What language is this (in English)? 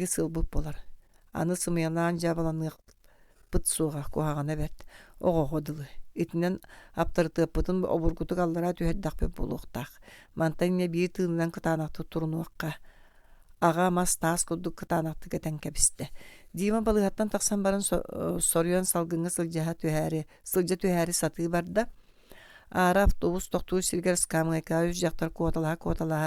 Yakut